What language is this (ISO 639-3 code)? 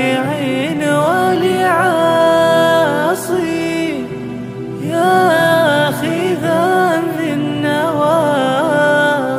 ara